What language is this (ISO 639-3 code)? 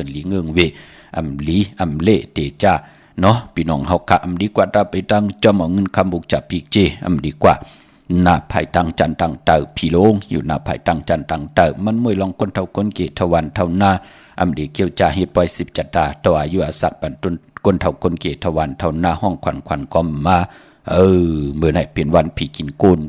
shn